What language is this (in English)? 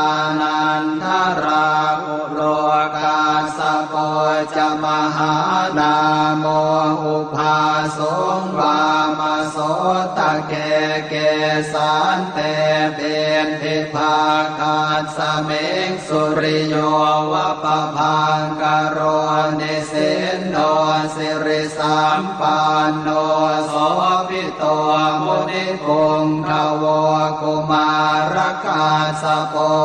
Pali